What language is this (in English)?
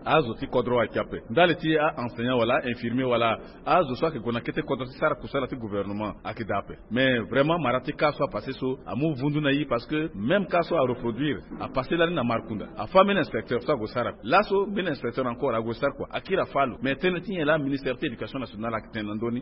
Sango